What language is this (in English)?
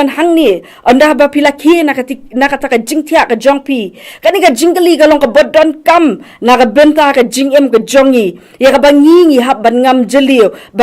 Khasi